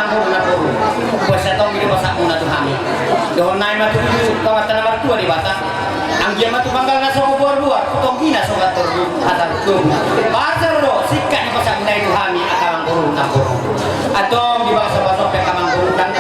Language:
Batak Toba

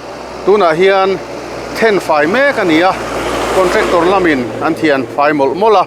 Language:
Mizo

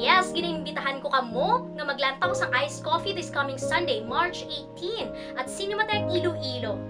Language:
Hiligaynon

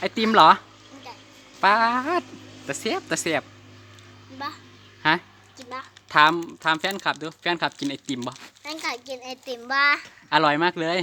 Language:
Northeastern Thai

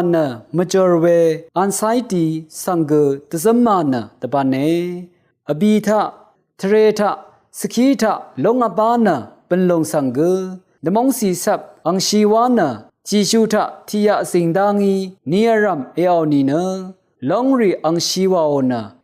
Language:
Rawang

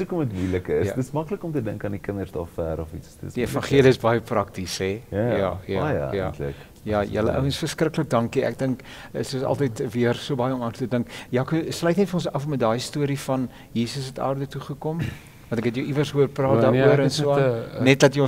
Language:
Afrikaans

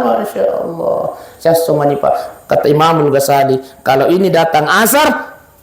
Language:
Buginese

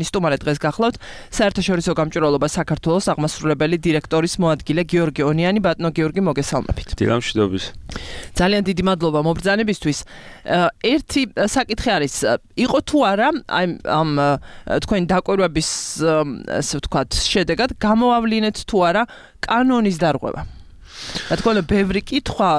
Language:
Georgian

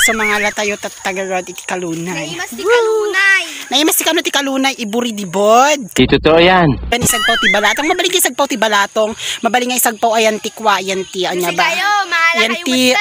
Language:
Iloko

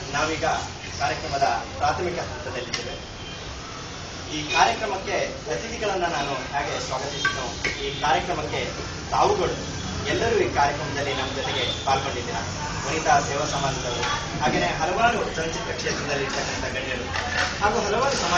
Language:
Kannada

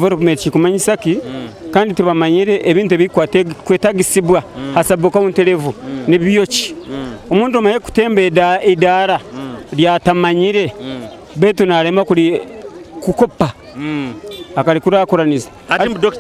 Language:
Nyoro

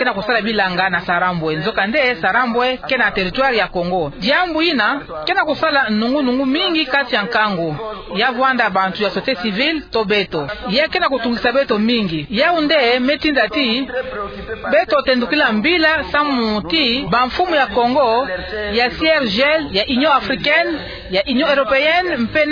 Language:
Kituba (Democratic Republic of Congo)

